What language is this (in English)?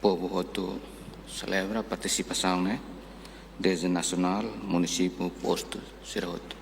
Tetum